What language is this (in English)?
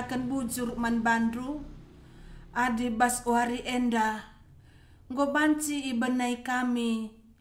Batak Karo